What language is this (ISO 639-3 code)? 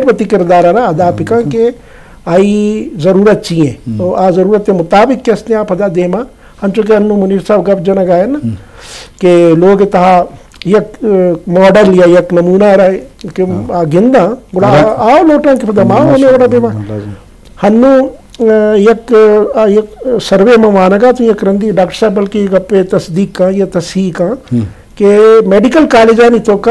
bal